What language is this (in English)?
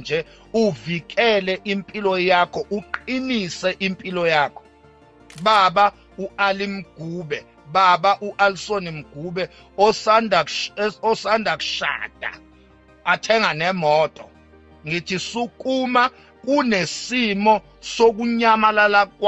Zulu